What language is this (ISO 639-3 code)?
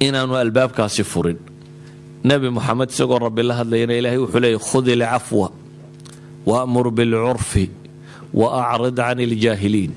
som